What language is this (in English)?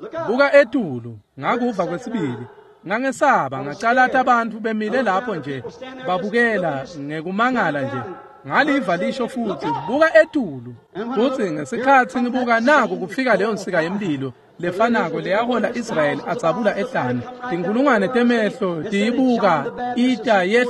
Swati